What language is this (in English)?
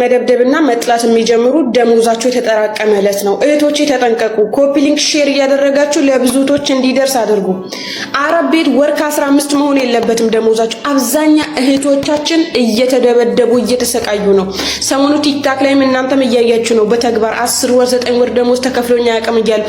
Amharic